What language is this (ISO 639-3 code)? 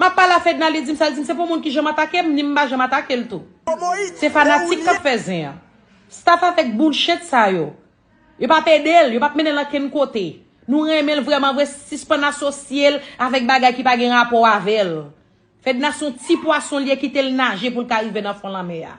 hat